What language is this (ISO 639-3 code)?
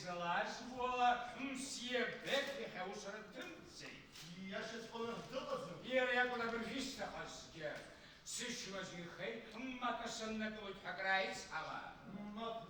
abk